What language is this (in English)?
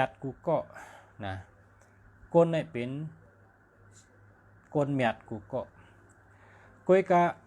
Shan